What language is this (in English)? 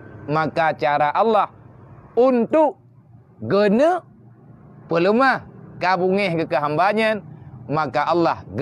Achinese